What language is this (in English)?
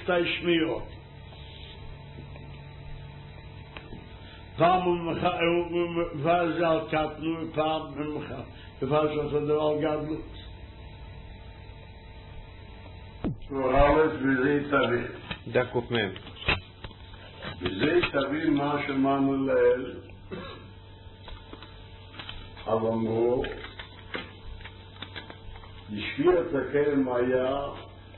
Hebrew